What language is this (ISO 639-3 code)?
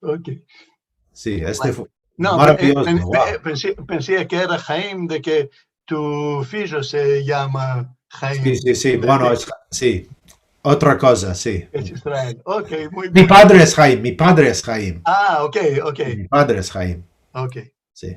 lad